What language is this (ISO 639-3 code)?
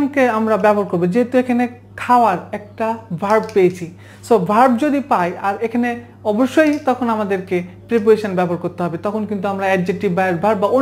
ben